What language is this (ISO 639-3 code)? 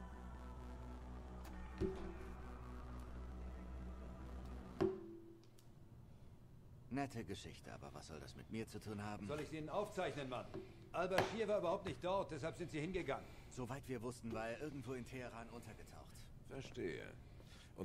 deu